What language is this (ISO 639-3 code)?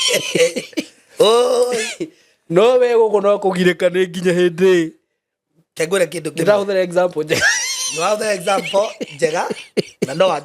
kik